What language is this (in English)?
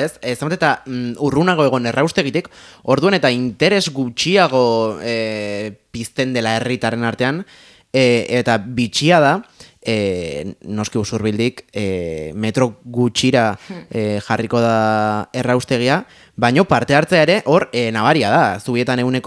Basque